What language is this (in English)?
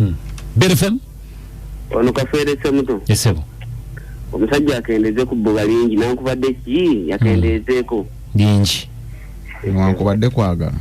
Ganda